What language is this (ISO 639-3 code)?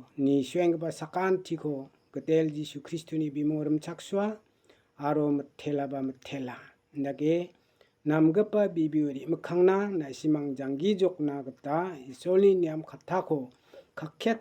grt